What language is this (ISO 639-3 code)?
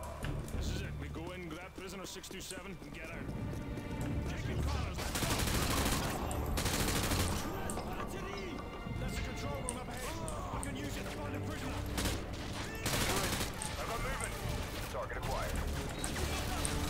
eng